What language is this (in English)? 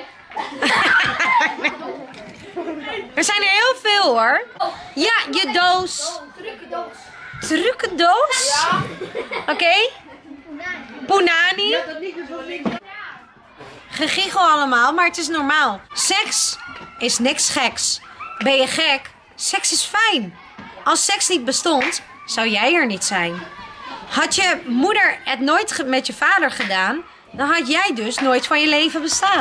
Dutch